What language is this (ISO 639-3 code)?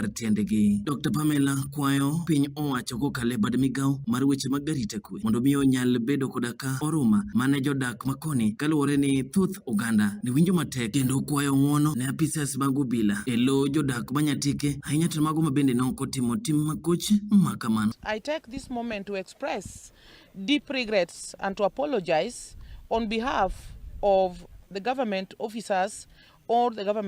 luo